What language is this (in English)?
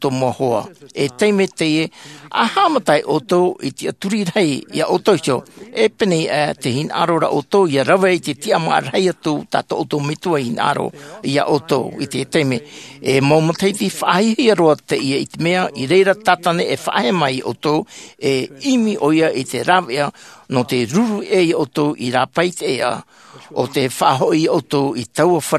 Tahitian